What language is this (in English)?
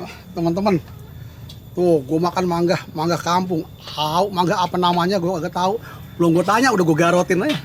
Betawi